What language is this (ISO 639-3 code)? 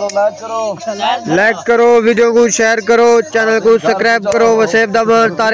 skr